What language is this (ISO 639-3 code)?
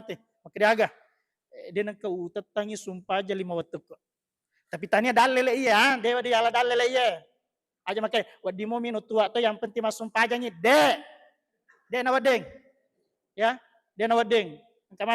bug